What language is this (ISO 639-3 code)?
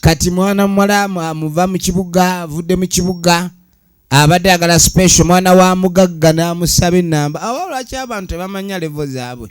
lug